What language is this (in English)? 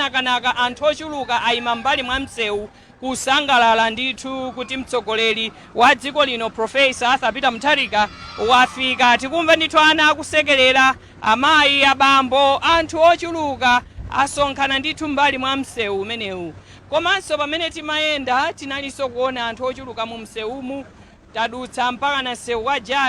Nyanja